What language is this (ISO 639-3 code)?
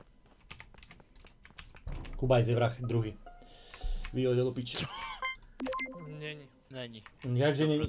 slk